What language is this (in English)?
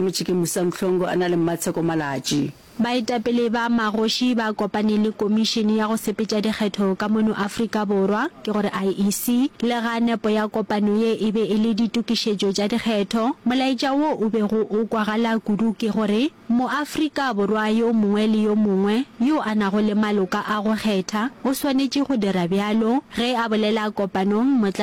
Northern Sotho